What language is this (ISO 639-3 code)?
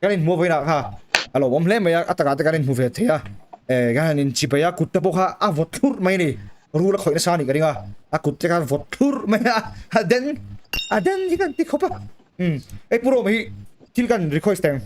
lus